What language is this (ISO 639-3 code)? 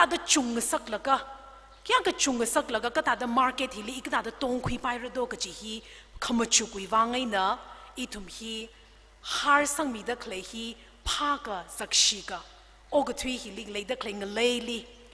nmf